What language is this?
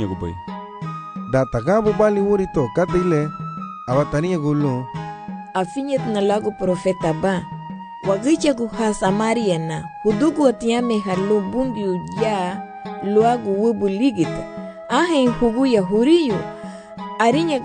Garifuna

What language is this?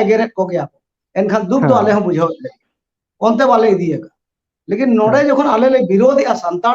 Santali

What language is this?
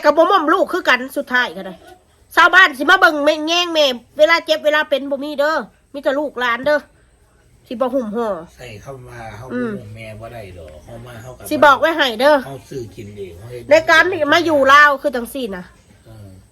Northeastern Thai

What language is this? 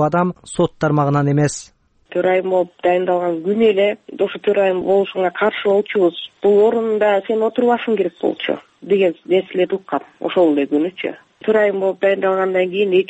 Kyrgyz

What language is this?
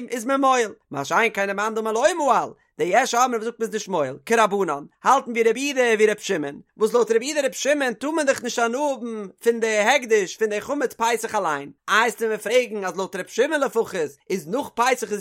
Yiddish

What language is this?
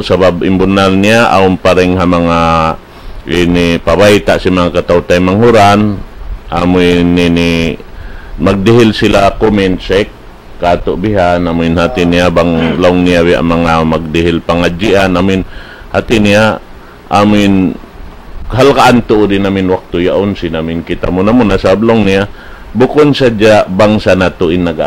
Tausug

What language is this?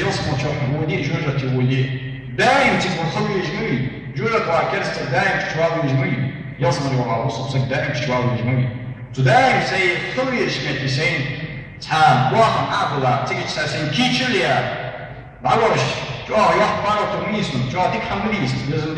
Ingush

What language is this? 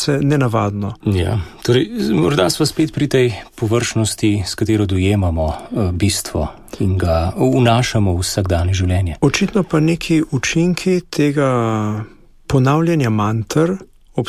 Slovenian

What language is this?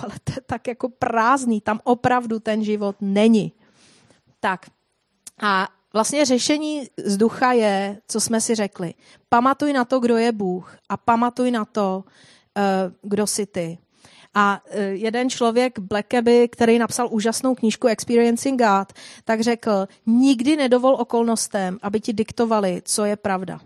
Czech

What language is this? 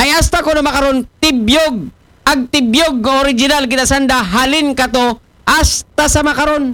Aklanon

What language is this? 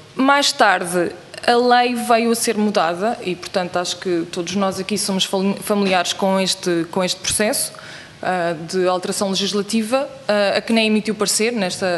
Portuguese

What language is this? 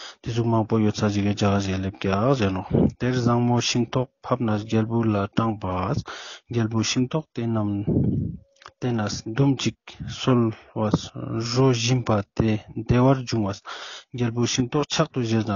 Ladakhi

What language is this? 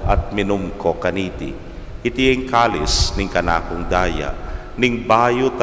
Pampanga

